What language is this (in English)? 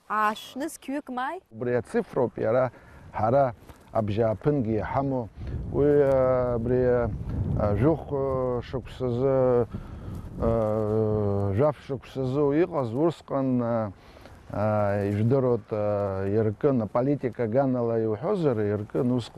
Abkhazian